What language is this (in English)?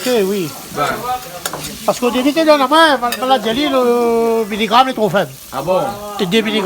Réunion Creole French